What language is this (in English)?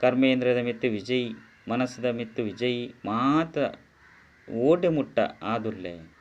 Tulu